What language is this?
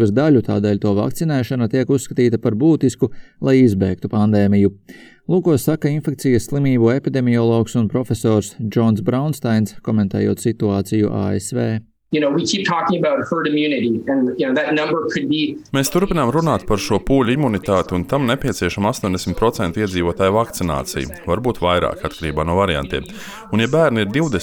Latvian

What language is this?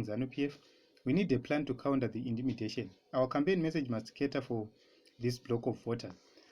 Shona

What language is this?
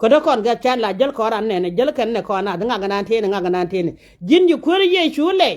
Nuer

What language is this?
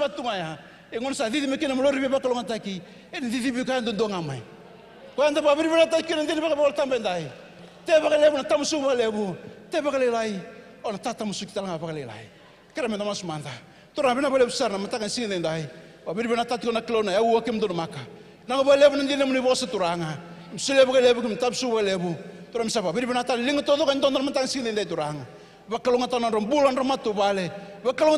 Fijian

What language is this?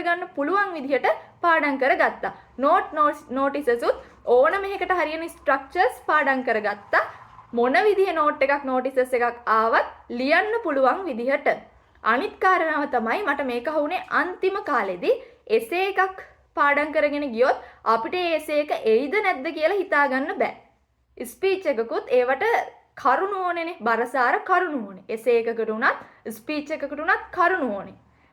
Sinhala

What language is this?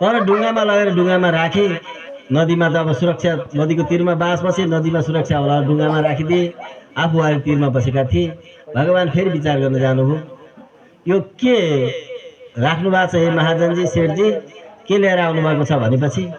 Nepali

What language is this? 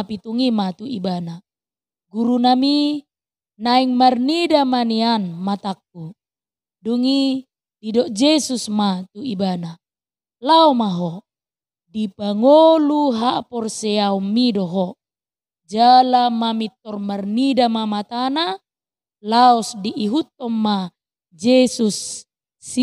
Batak Toba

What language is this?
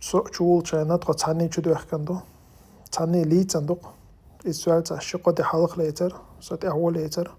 Chechen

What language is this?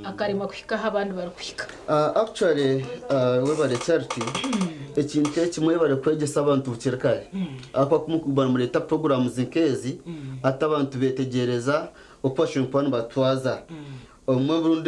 Nyankole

